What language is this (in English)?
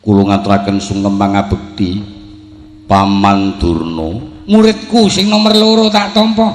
Javanese